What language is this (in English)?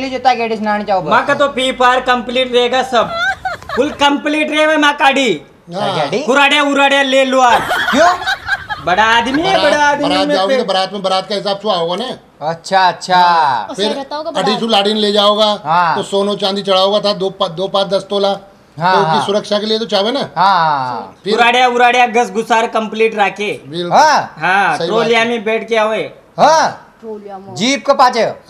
Hindi